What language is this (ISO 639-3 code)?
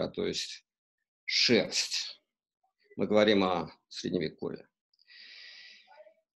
rus